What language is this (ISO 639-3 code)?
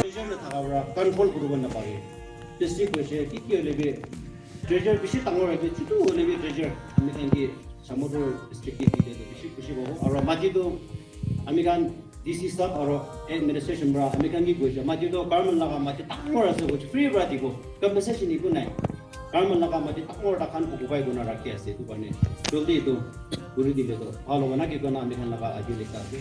nag